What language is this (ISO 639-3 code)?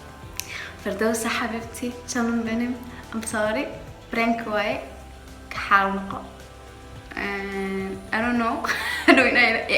som